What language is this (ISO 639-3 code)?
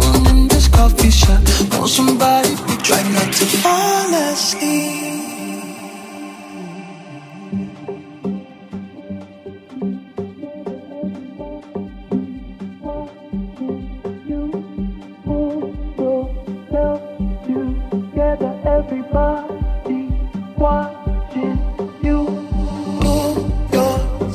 eng